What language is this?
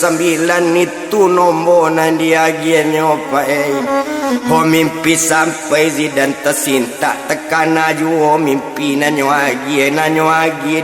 Minangkabau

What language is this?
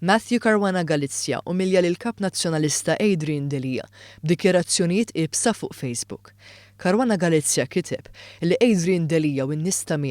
Maltese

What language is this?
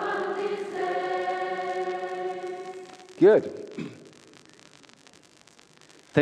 Polish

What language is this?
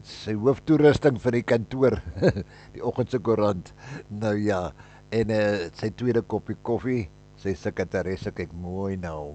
Afrikaans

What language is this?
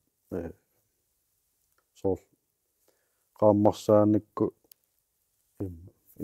Kalaallisut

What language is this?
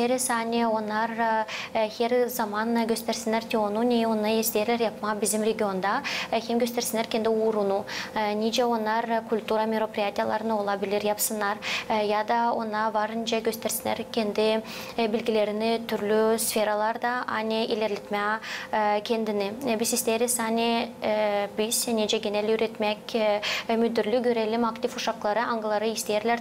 Gagauz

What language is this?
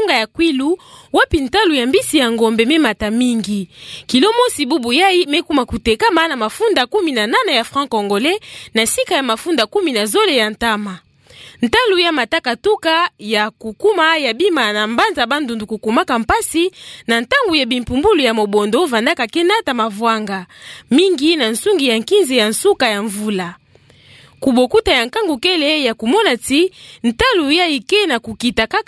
Kituba (Democratic Republic of Congo)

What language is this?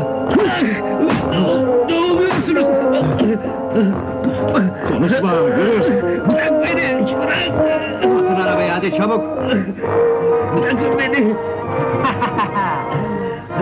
Turkish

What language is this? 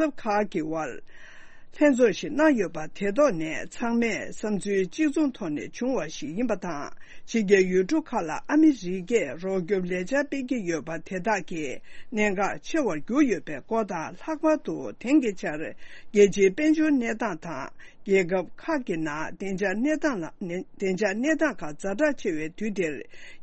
Tibetan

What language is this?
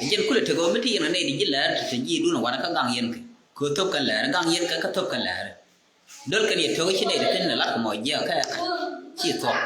Nuer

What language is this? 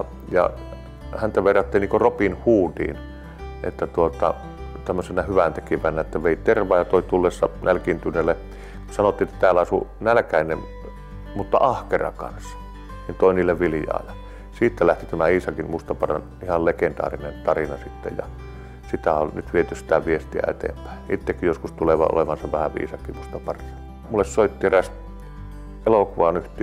Finnish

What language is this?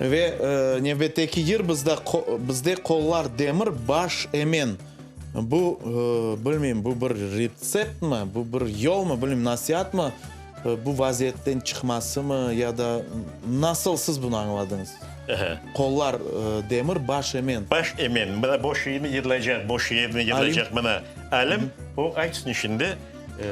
Crimean Tatar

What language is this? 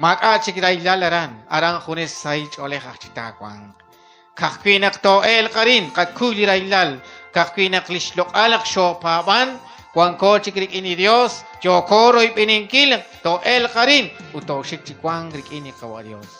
Kekchí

